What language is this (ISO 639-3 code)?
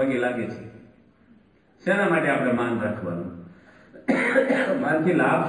guj